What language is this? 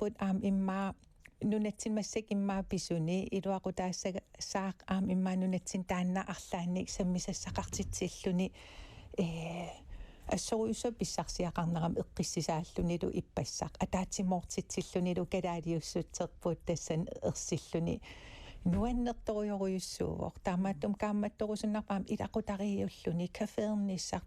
Kalaallisut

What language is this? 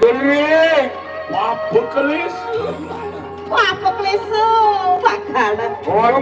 Balinese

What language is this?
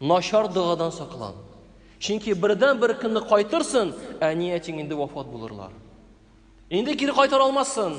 Tatar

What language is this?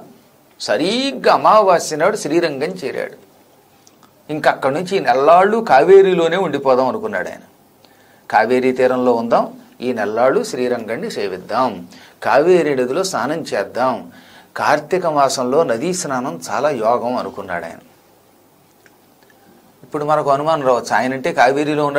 Telugu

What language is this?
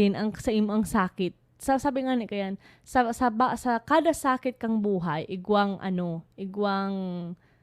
Bikol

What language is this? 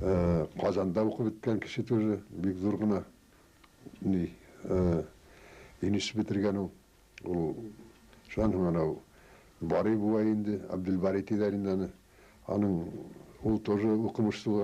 Bashkir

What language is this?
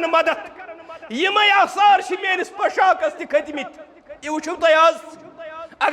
Kashmiri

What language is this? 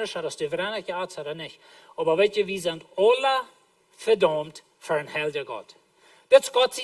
Plautdietsch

